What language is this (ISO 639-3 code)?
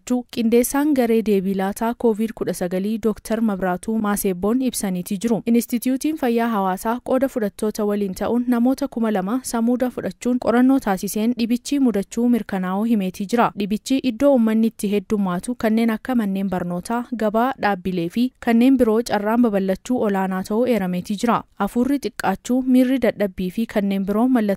orm